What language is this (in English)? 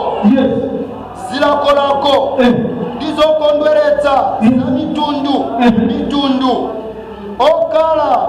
Nyanja